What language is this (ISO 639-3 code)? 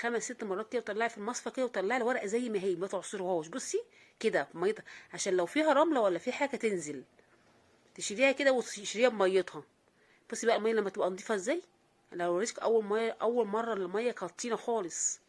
arz